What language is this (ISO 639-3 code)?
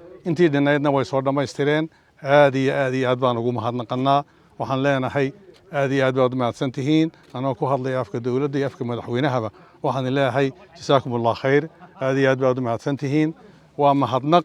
som